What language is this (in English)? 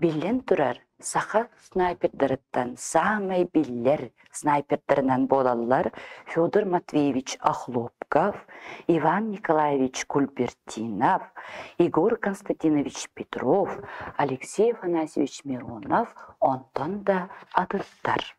Yakut